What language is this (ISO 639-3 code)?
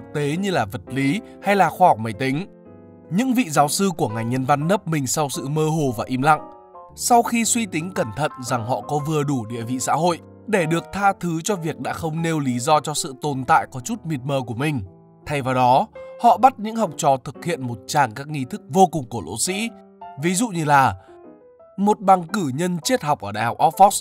vie